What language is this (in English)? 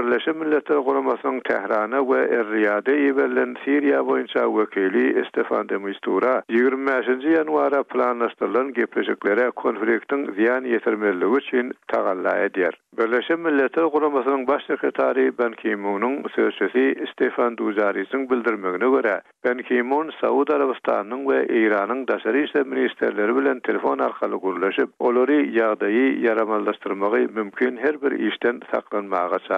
Turkmen